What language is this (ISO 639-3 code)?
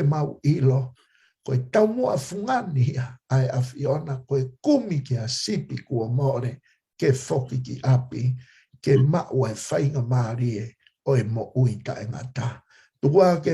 ton